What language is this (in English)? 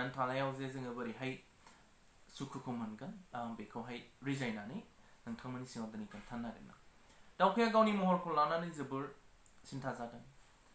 Bodo